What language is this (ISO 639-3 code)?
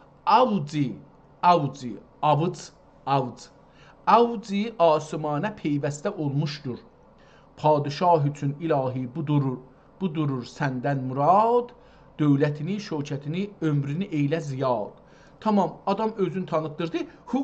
azb